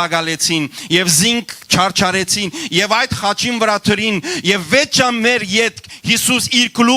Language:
Western Armenian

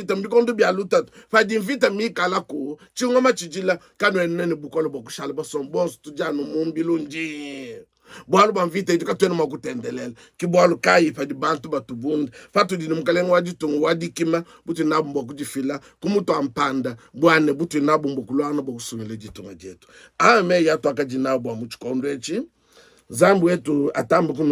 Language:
Luba-Lulua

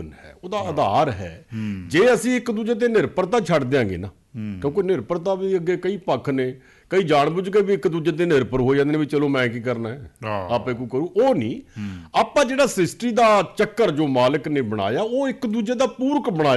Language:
Punjabi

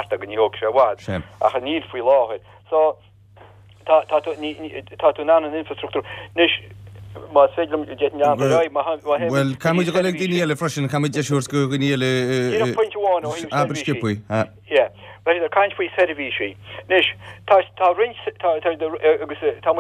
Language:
Irish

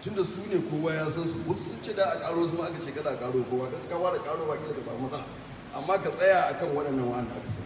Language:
Hausa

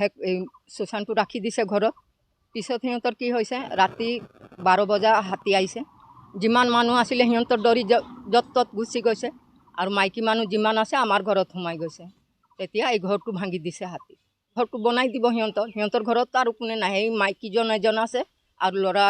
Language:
Assamese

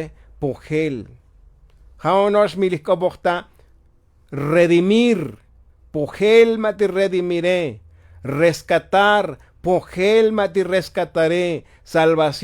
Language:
Tzotzil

